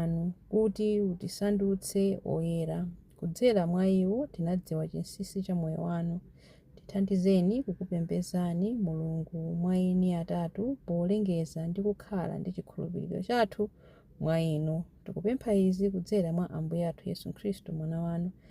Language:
Nyanja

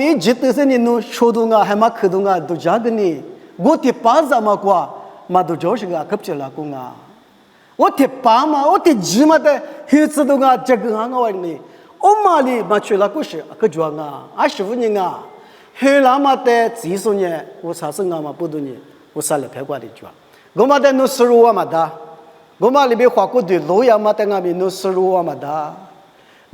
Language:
Lisu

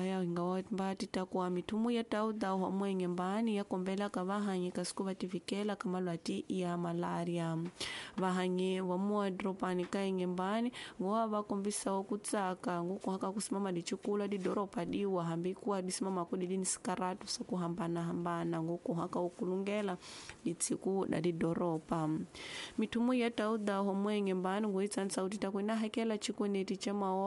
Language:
Tsonga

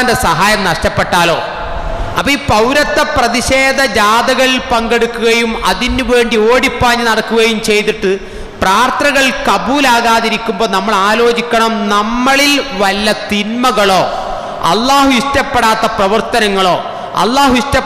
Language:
Malayalam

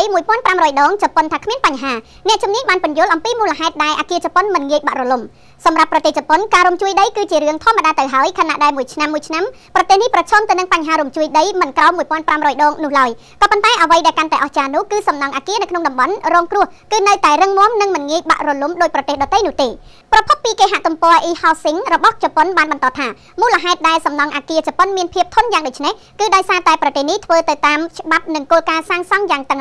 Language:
Khmer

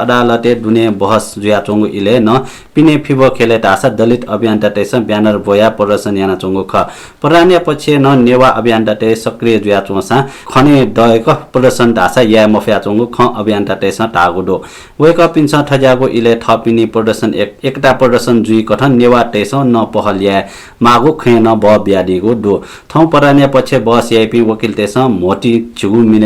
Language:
Newari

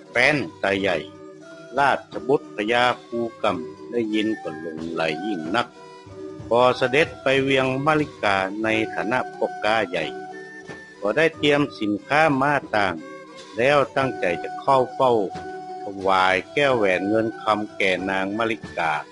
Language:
Northern Thai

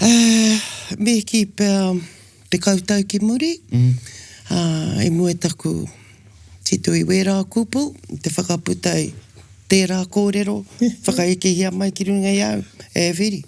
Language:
Māori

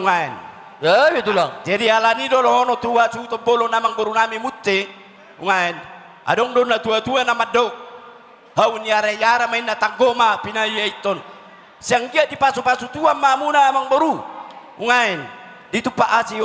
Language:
Batak Toba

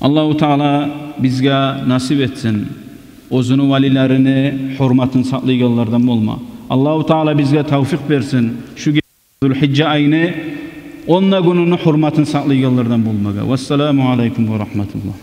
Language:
Kumyk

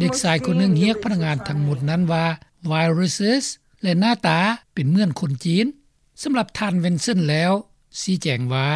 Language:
Lao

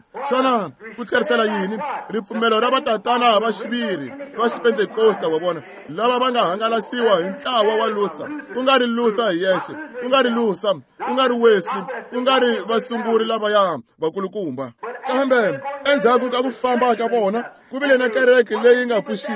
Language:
Tsonga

